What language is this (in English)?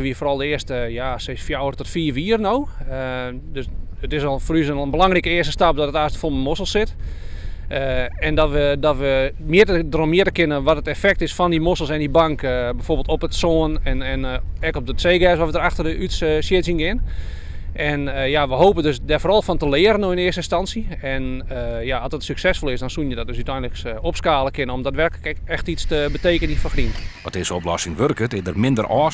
Western Frisian